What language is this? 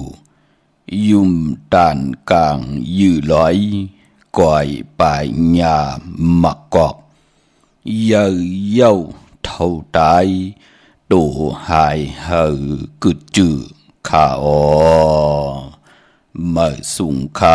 Shan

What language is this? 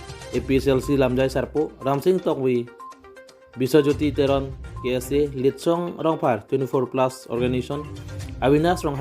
Karbi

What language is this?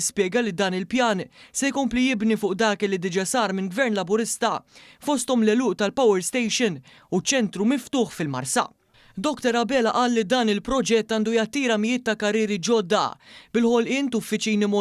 Maltese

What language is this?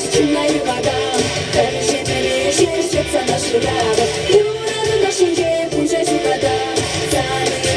Chuvash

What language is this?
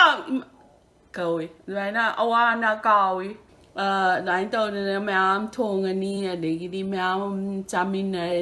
Manipuri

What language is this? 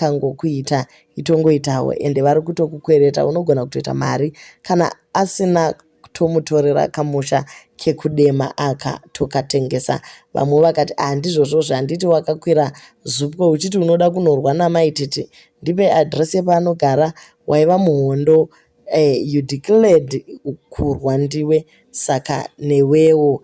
Shona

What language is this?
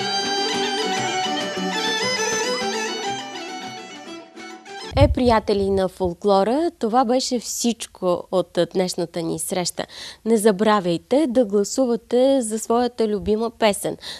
Bulgarian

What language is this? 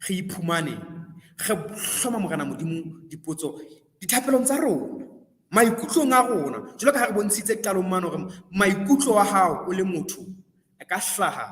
Southern Sotho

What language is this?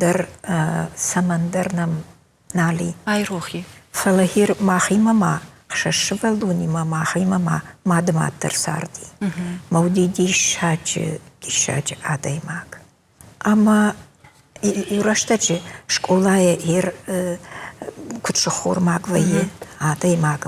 Ossetic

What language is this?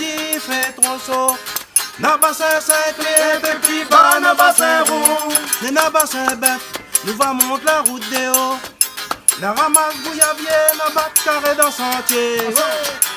Réunion Creole French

